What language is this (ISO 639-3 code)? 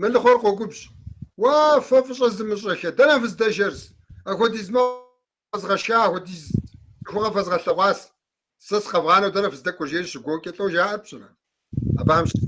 kbd